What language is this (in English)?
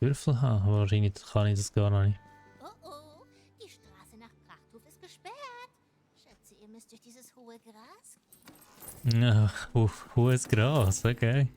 Swiss German